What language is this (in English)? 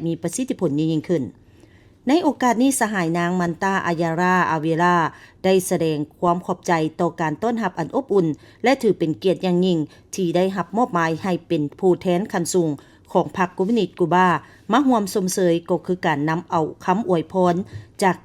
Lao